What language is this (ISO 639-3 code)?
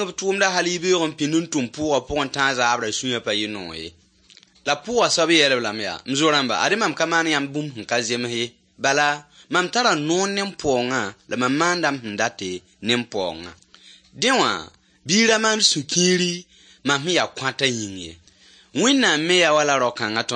mos